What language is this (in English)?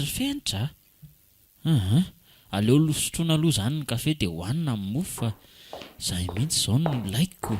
Malagasy